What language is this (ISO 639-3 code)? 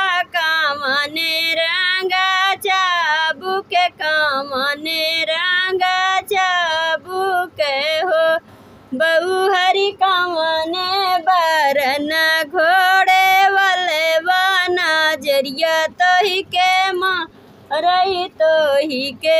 bho